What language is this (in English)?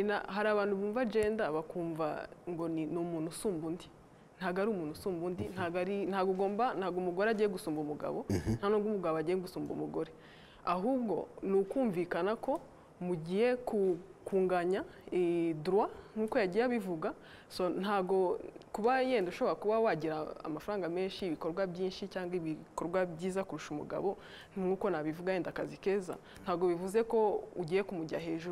Kinyarwanda